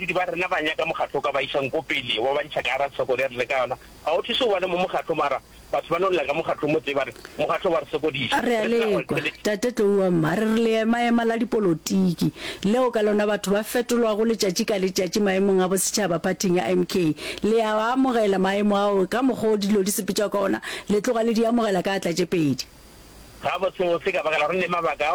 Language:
Northern Sotho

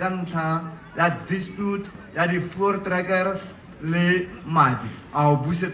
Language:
Tswana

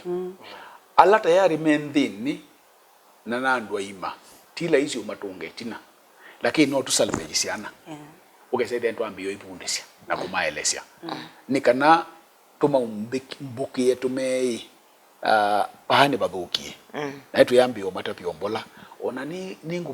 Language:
Kamba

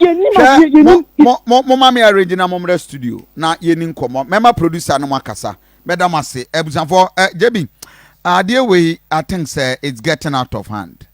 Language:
Akan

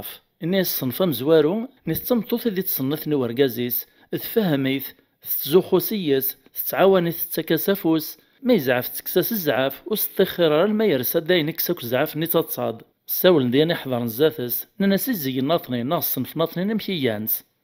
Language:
Kabyle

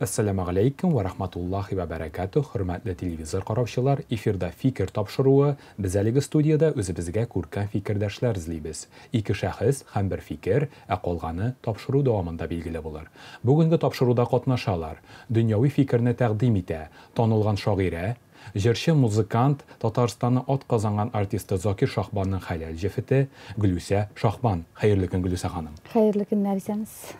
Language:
Tatar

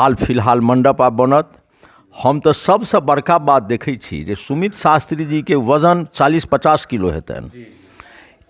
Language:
Maithili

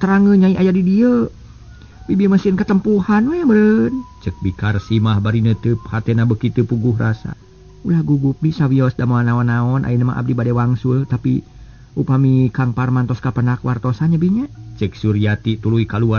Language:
Sundanese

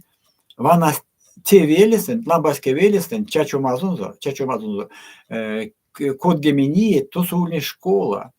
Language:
Erzya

